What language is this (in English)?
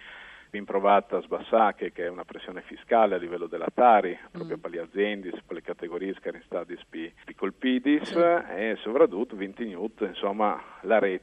Friulian